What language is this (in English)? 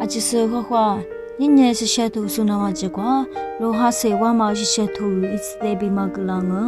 Lisu